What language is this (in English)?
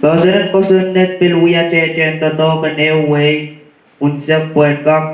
Pohnpeian